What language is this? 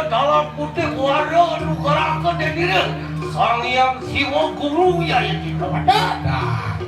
Balinese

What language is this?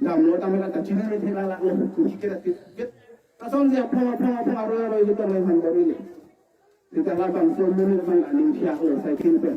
Karbi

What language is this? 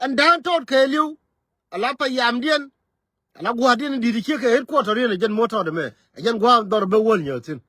Nuer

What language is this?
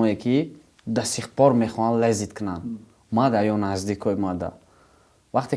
Tajik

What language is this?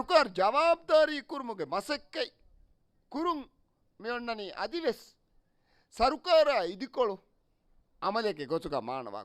Divehi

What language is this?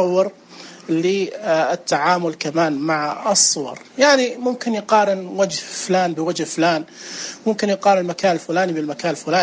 Najdi Arabic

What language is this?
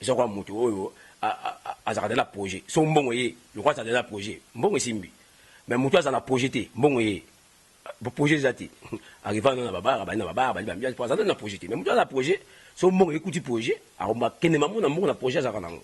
Lingala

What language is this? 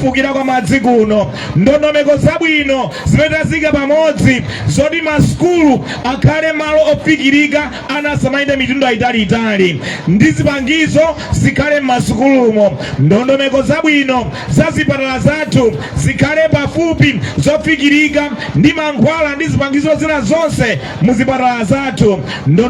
Nyanja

